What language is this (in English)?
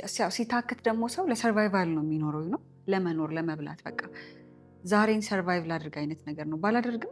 Amharic